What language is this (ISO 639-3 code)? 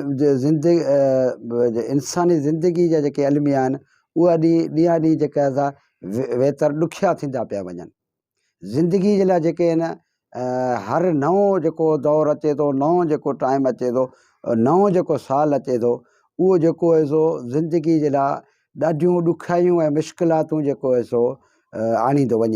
snd